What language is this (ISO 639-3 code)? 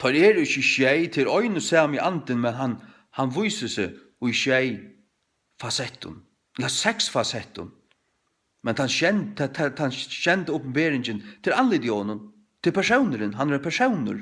fao